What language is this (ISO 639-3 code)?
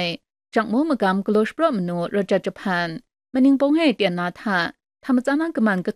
kac